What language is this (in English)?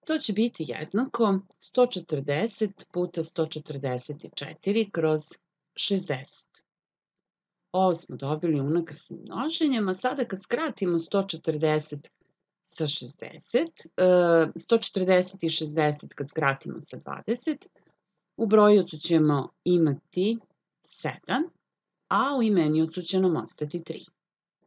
Serbian